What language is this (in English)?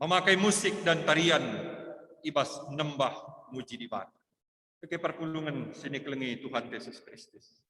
Batak Karo